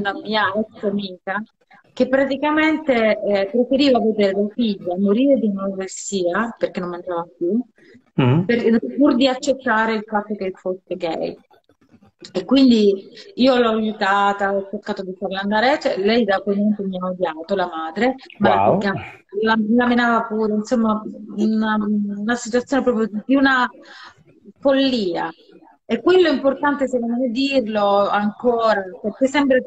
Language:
Italian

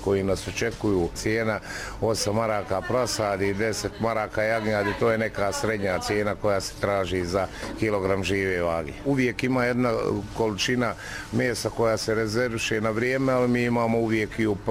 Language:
Bosnian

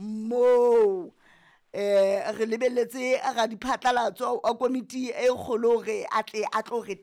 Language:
Southern Sotho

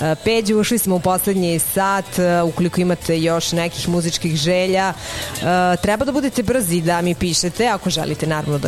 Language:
Serbian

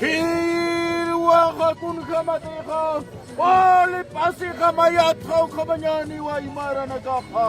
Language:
Aymara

